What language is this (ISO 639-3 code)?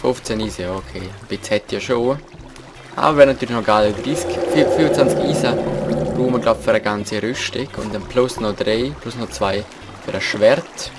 gsw